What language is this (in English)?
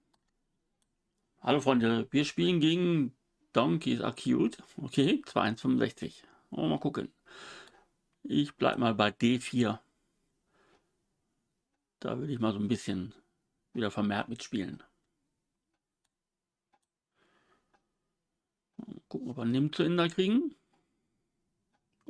German